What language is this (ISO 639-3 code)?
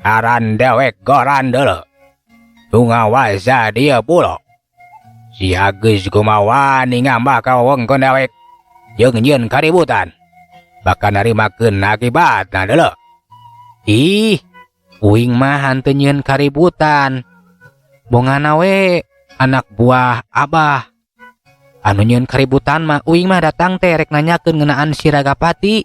sun